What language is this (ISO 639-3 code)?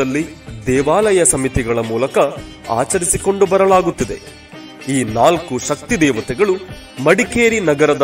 kan